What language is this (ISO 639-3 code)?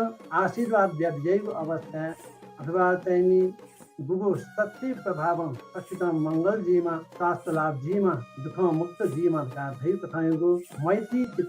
new